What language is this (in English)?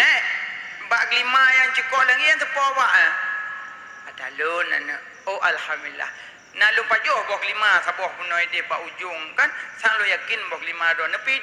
Achinese